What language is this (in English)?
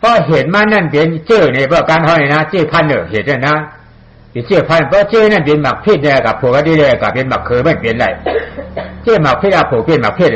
Shan